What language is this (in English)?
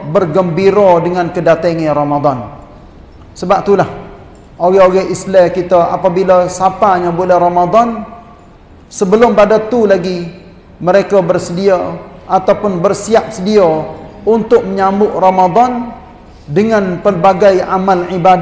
Malay